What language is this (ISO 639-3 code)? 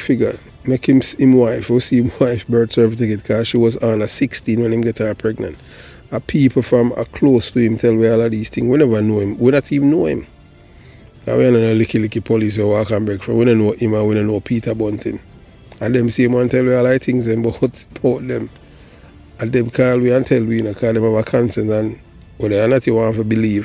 jam